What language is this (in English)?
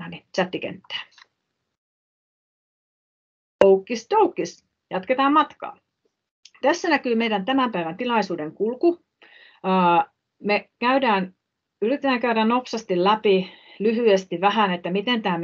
Finnish